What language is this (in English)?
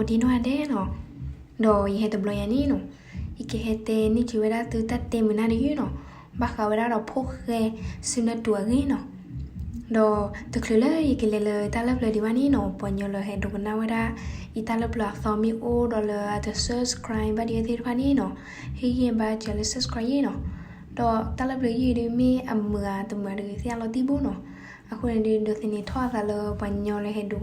S'gaw Karen